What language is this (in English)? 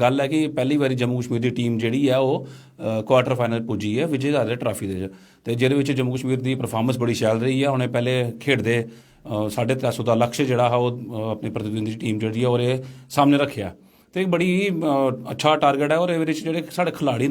Dogri